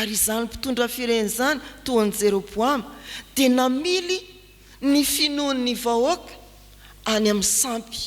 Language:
Malagasy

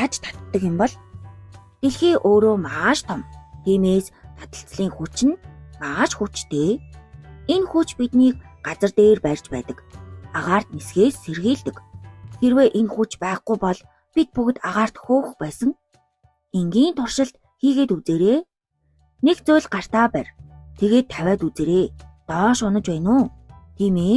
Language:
Mongolian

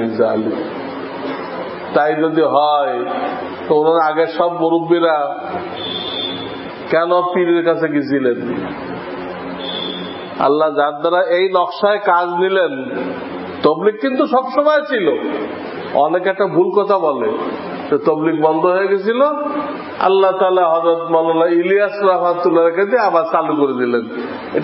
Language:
Bangla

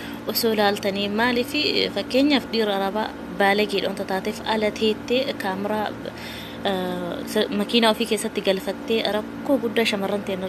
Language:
Oromo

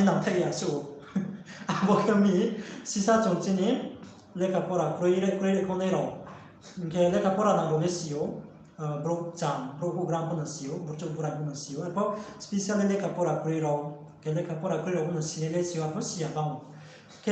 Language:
Riang (India)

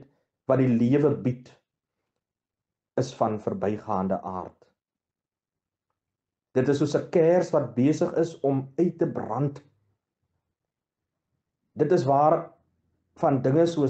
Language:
Afrikaans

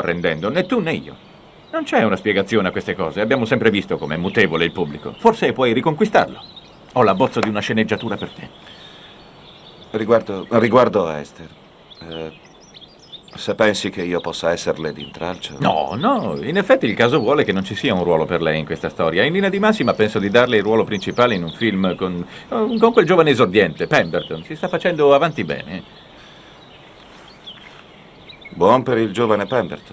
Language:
Italian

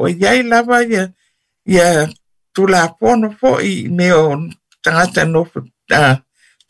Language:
Samoan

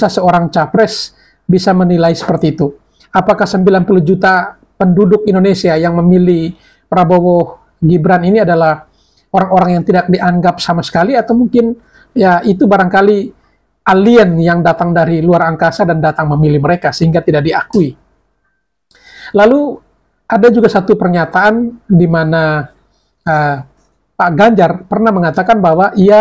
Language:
Indonesian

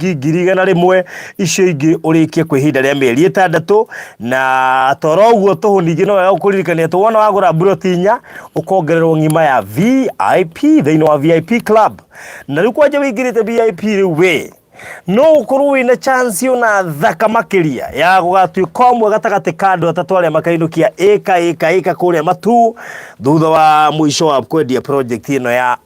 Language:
Kikuyu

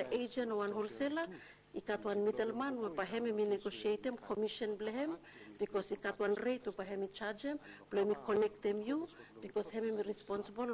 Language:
Bislama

